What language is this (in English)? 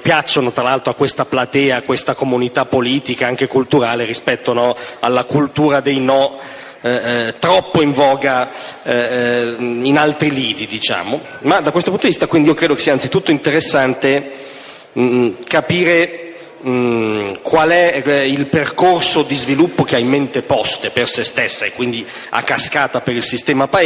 Italian